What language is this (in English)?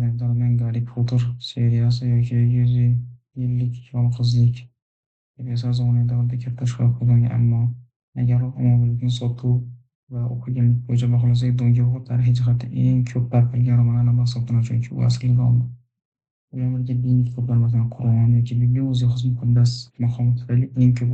Uzbek